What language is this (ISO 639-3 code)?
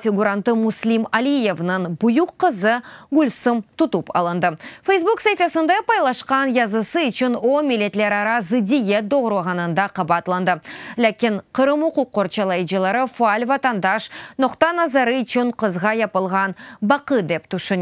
crh